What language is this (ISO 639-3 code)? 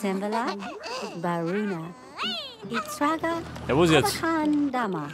bar